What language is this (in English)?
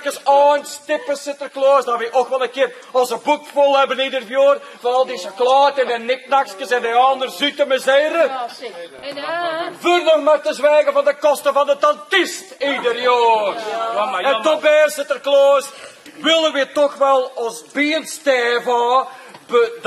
Limburgish